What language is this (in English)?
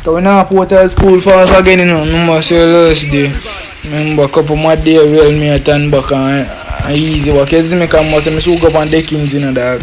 Jamaican Creole English